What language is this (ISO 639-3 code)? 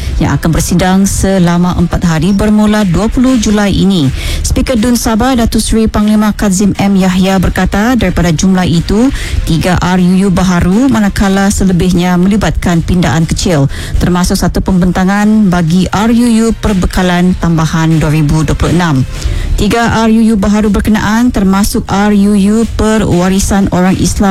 msa